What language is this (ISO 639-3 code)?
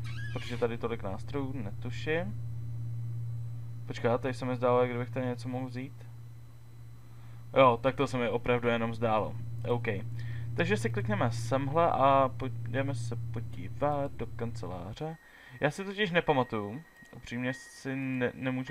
ces